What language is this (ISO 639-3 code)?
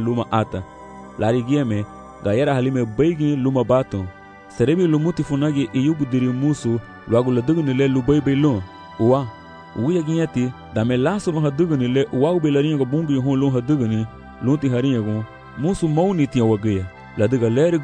cab